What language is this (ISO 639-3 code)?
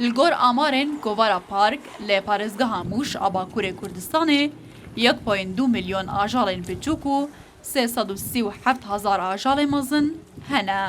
kur